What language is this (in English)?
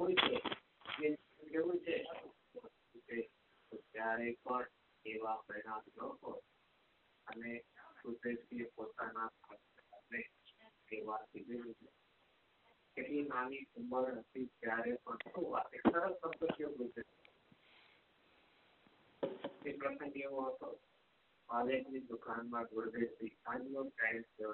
Gujarati